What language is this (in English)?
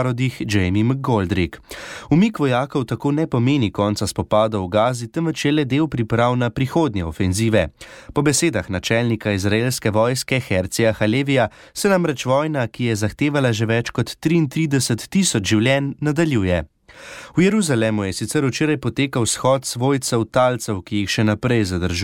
Slovenian